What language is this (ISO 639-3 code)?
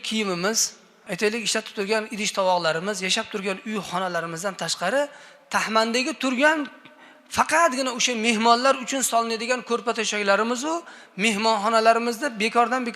uzb